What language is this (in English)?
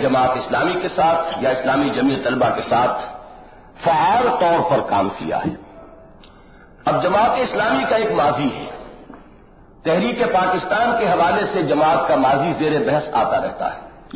Urdu